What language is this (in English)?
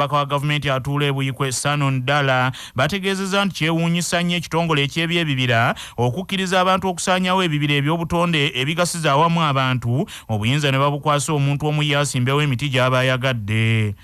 Ganda